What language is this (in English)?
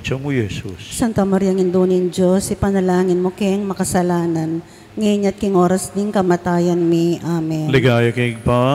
Pampanga